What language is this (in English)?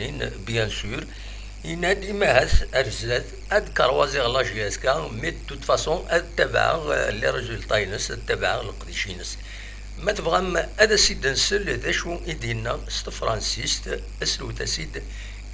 Kabyle